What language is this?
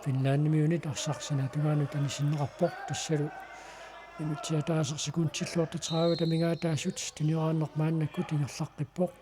Kalaallisut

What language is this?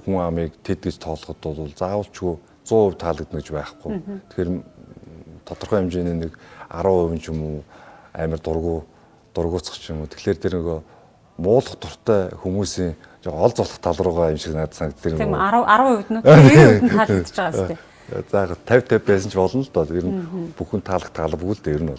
Mongolian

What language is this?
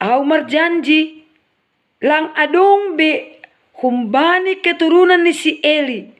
Batak Simalungun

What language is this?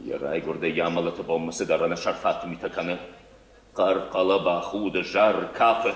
Ossetic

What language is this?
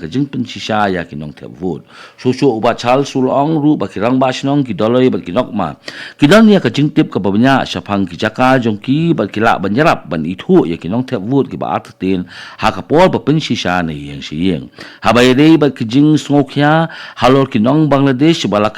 Khasi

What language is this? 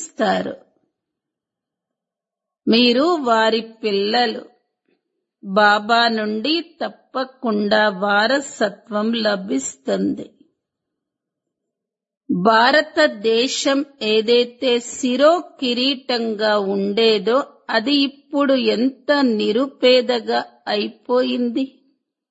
Telugu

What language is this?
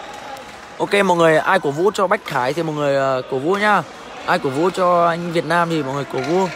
Vietnamese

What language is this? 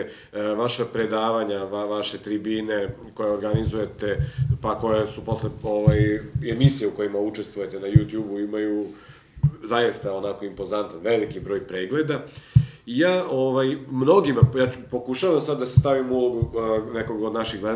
Serbian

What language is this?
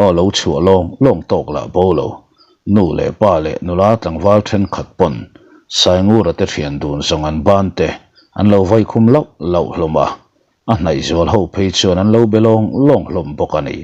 Mizo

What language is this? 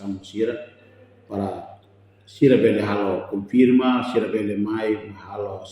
Tetum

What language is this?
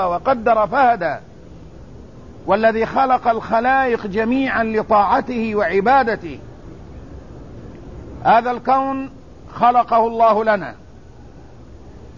Arabic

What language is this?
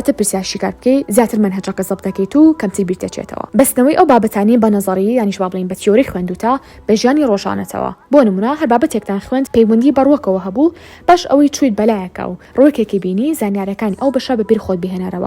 Central Kurdish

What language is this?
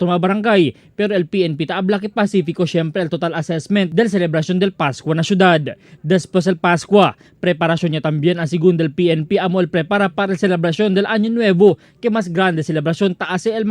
Chavacano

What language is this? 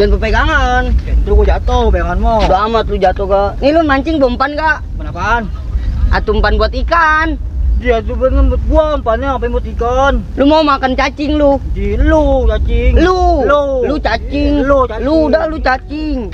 Betawi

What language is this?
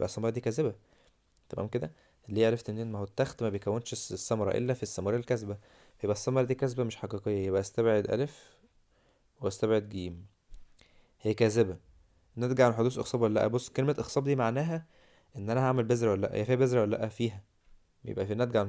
Egyptian Arabic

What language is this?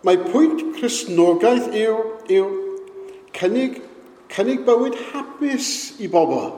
Welsh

